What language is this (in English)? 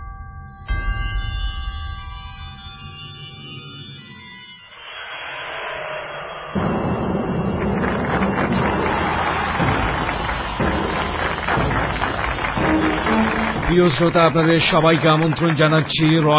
Bangla